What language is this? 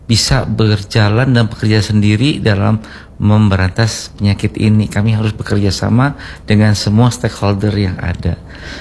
Indonesian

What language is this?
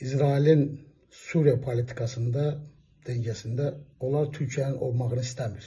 Azerbaijani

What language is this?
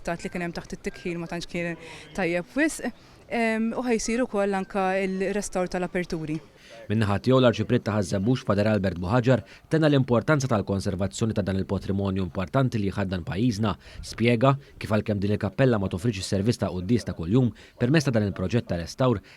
Maltese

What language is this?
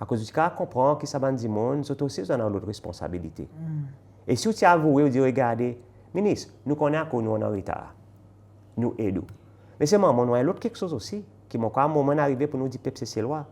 Seselwa Creole French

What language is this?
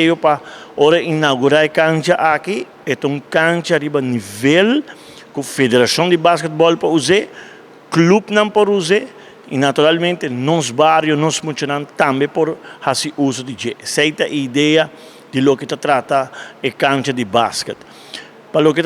Papiamento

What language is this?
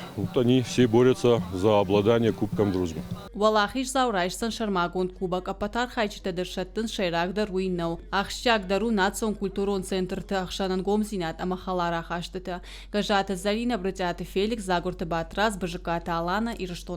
Ossetic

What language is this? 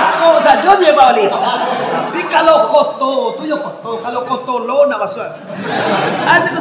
Minangkabau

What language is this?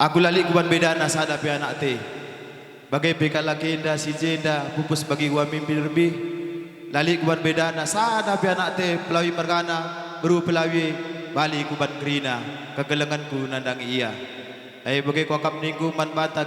Batak Karo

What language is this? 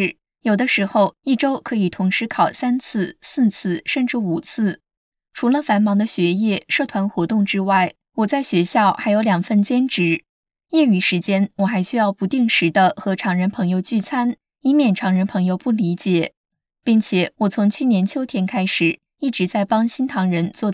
Chinese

